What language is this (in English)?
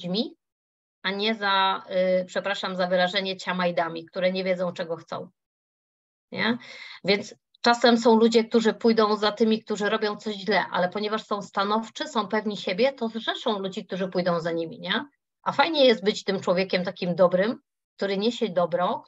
Polish